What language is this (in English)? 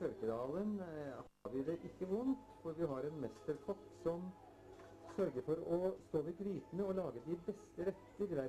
Norwegian